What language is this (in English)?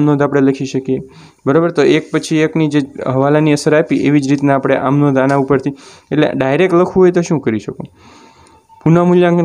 Gujarati